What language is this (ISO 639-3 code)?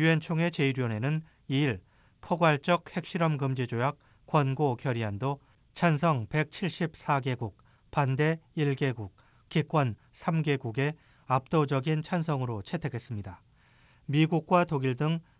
kor